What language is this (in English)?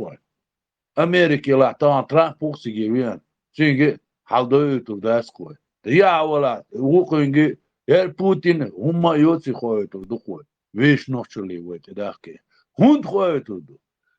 Chechen